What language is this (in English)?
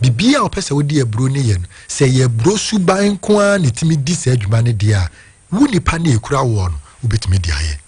Akan